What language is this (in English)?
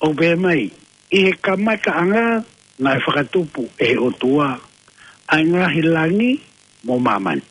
Tongan